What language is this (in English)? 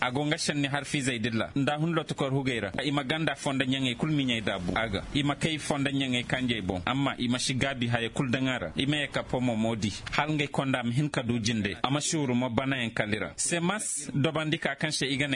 Zarma